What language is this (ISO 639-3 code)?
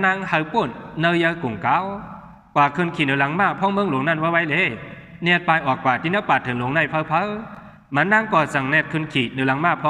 shn